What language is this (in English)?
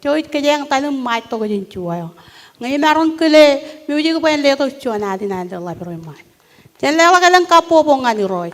Marshallese